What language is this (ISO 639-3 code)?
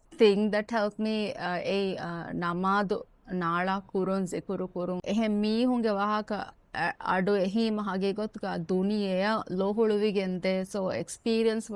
div